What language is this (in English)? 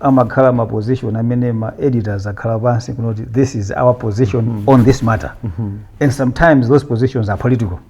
Nyanja